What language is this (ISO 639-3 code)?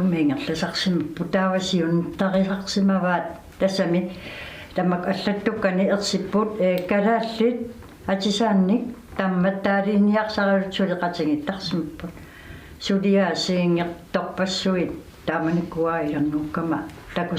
kal